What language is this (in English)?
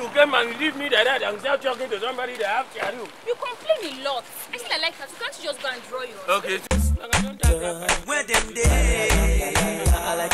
Nigerian Pidgin